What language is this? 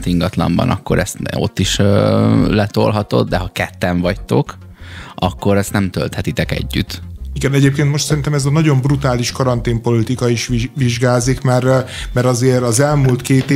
Hungarian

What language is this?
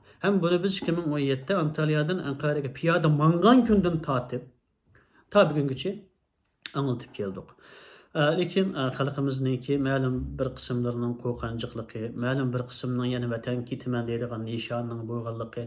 Uyghur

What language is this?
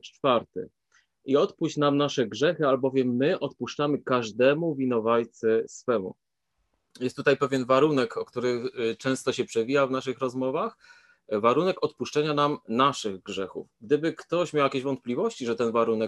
Polish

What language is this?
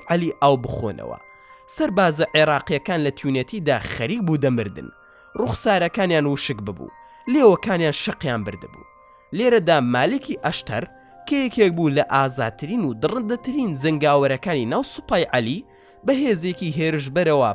Central Kurdish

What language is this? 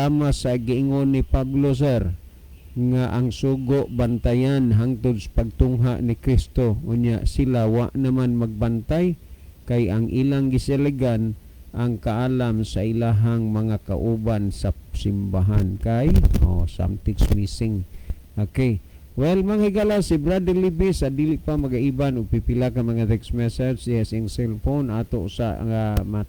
Cebuano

